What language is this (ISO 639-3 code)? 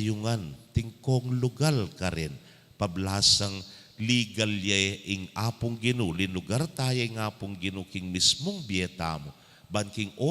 pam